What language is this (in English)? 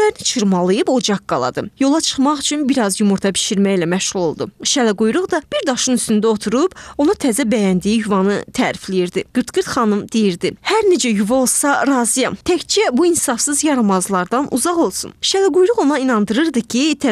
Azerbaijani